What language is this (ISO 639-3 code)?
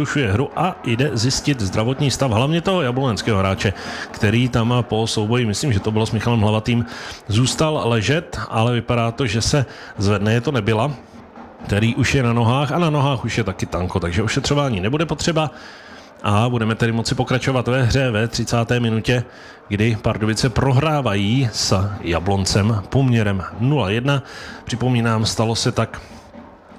ces